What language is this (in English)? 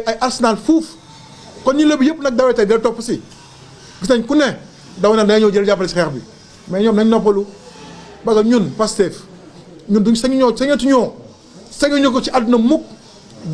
Wolof